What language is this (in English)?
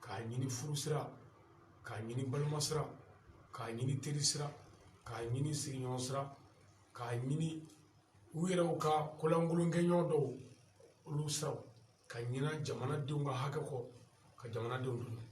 Bambara